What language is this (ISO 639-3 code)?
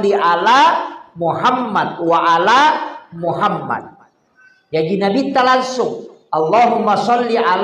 bug